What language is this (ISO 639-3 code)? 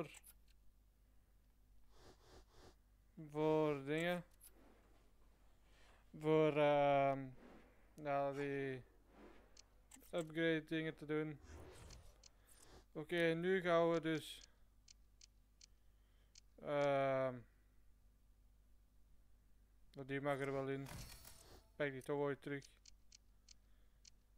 nld